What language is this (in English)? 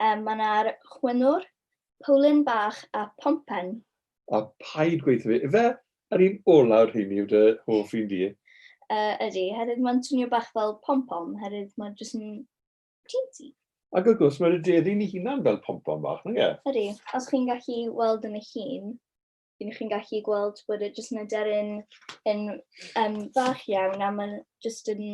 Welsh